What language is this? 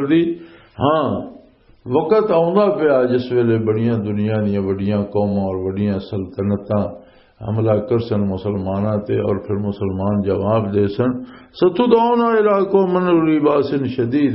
Western Panjabi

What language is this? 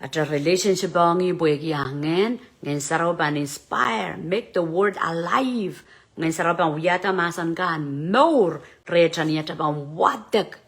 Pohnpeian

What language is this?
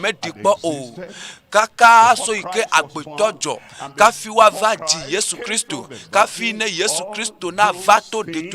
Ewe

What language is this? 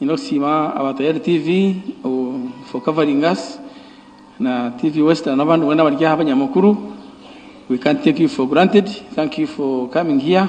Nyankole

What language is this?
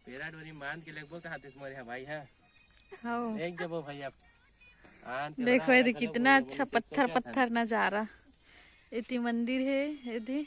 Chhattisgarhi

